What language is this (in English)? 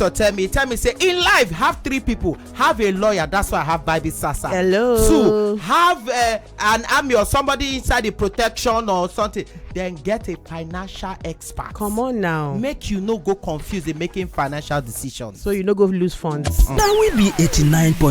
Nigerian Pidgin